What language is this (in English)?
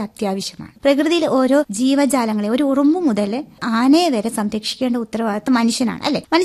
Malayalam